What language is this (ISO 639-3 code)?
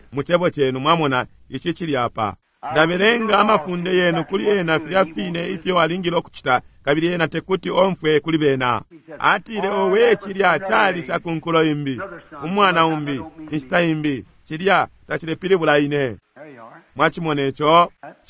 bem